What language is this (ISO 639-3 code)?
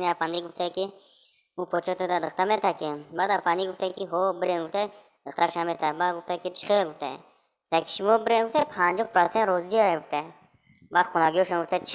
tgk